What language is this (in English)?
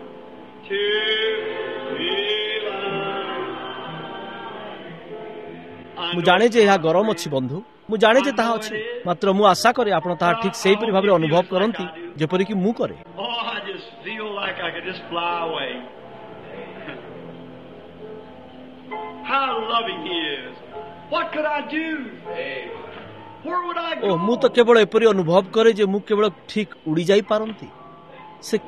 Odia